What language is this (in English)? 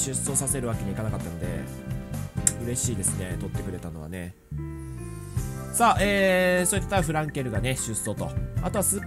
Japanese